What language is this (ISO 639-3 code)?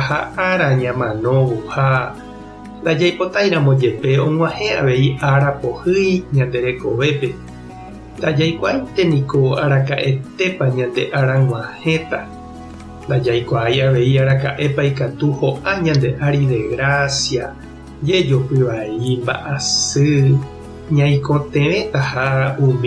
grn